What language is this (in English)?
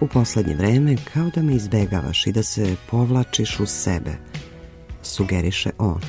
Serbian